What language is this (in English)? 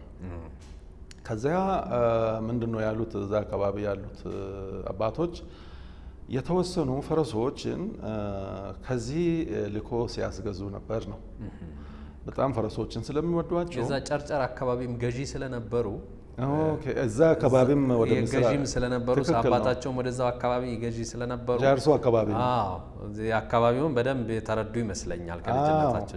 Amharic